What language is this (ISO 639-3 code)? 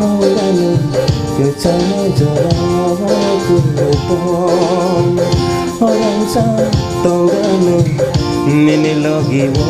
trp